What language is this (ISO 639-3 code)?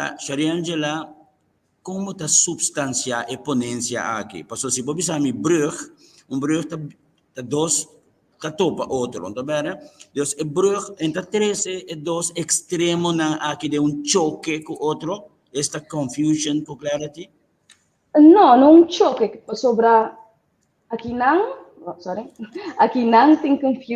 pap